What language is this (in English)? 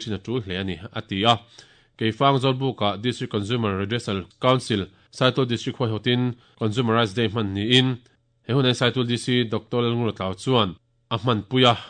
Mizo